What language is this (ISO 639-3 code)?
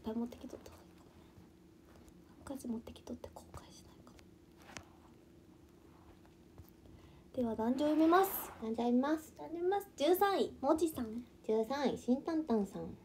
jpn